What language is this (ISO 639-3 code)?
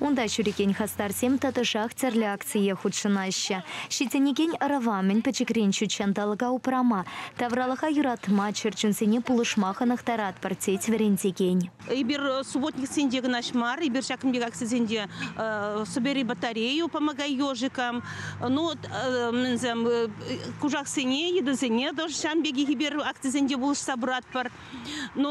chv